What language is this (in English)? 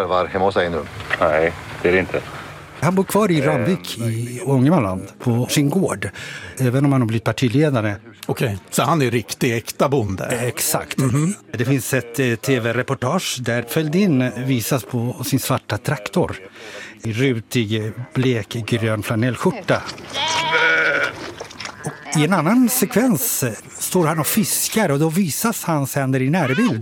Swedish